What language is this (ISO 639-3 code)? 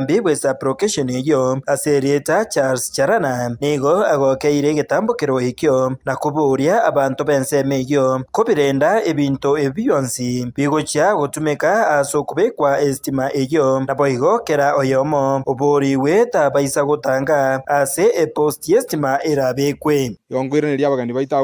guz